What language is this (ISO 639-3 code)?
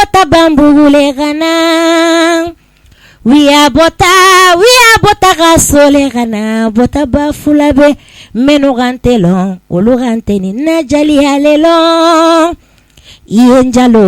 bam